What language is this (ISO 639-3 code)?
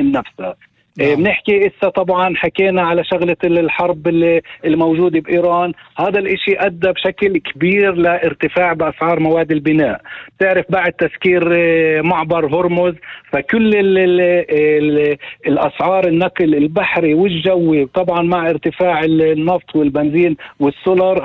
apc